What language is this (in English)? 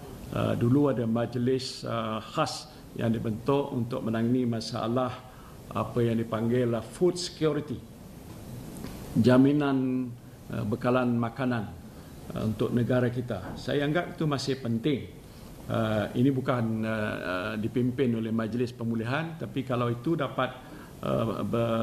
Malay